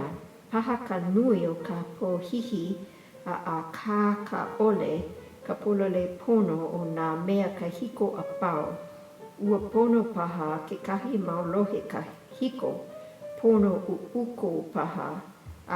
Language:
Hawaiian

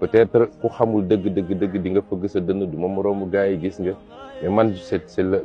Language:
Wolof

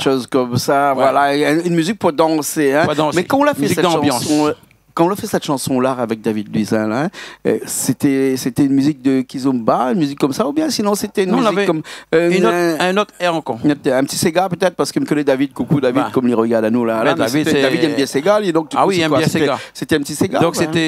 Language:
Réunion Creole French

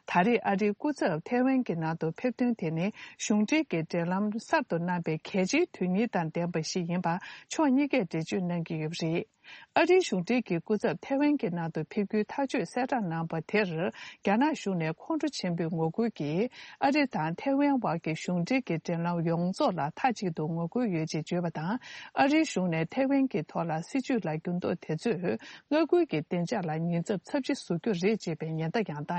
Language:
Tibetan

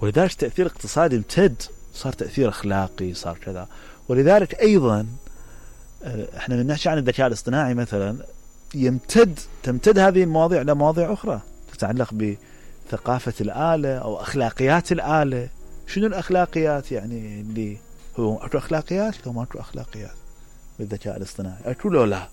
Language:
Mesopotamian Arabic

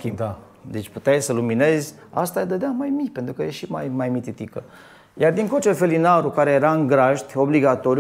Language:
Romanian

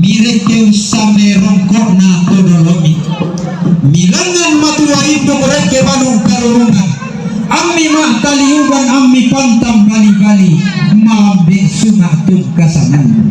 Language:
Toraja-Sa'dan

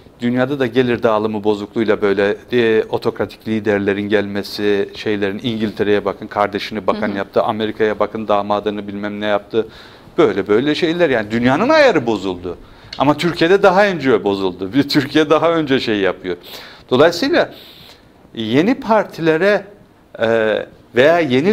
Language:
Turkish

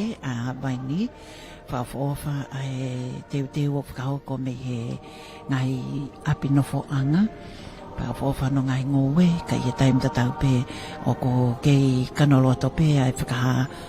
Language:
Tongan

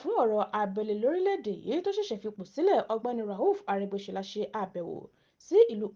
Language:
Yoruba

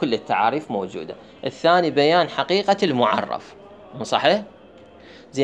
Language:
Mesopotamian Arabic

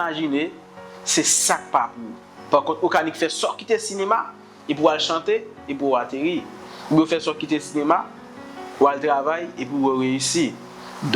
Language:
Haitian Creole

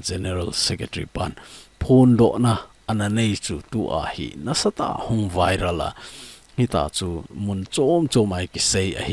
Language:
Thado Chin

